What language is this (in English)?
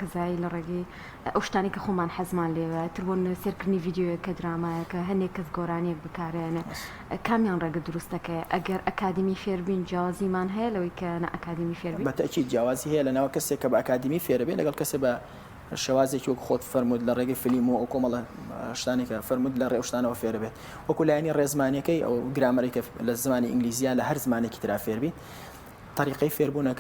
Central Kurdish